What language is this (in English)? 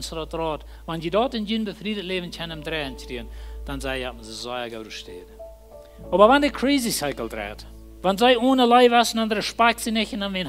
Plautdietsch